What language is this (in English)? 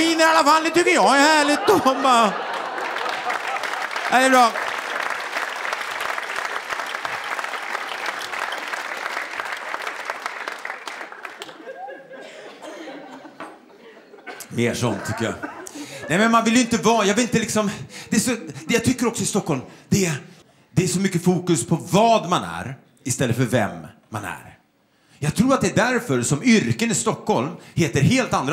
Swedish